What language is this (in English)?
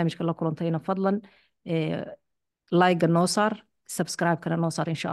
Somali